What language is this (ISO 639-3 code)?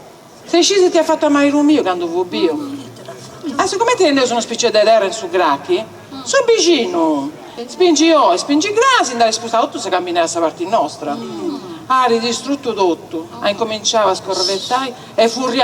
srd